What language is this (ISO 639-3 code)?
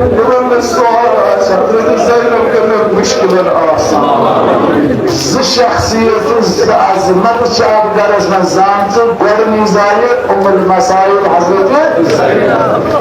kas